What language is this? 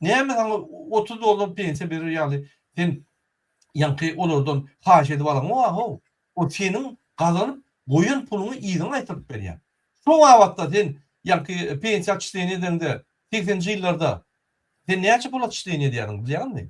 Turkmen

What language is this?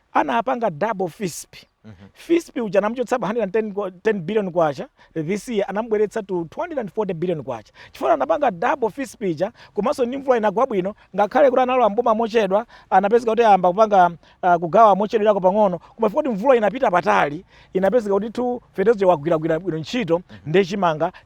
Nyanja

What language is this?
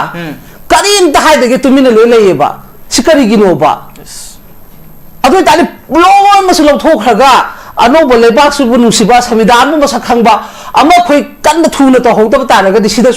Manipuri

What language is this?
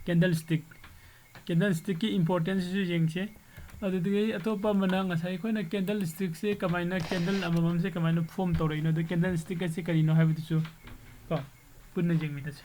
Manipuri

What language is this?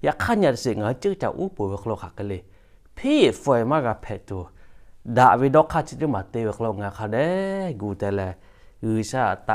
Lahu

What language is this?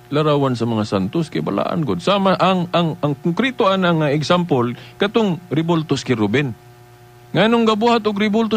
Cebuano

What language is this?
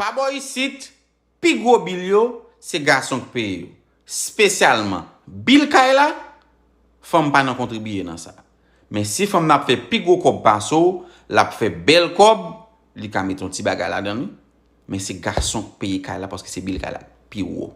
Haitian Creole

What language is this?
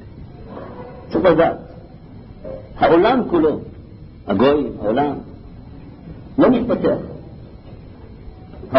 Hebrew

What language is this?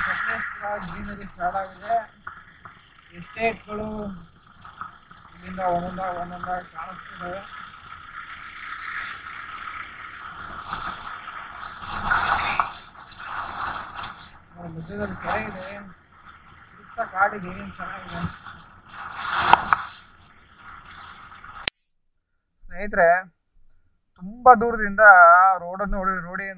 Kannada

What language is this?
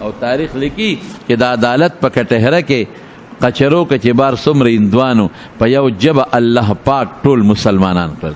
Pashto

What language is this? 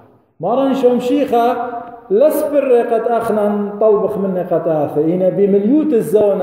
Assyrian Neo-Aramaic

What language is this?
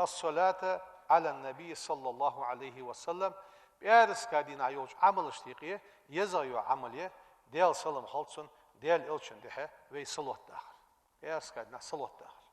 Ingush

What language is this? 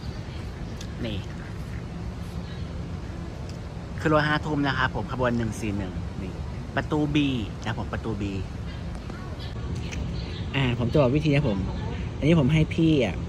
Thai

